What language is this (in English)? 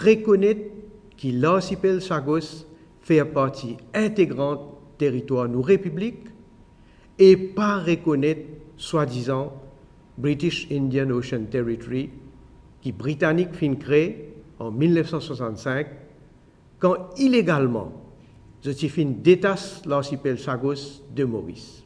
Morisyen